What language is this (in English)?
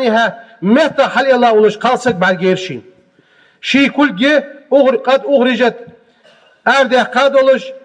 Ingush